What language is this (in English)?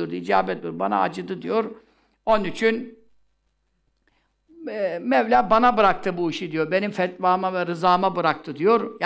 Turkish